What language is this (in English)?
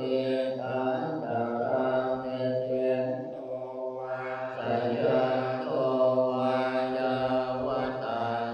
Pali